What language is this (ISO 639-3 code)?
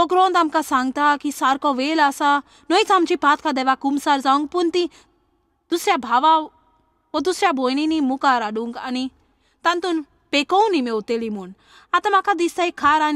kok